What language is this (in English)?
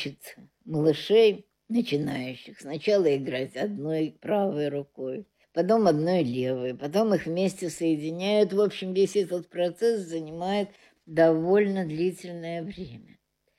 Russian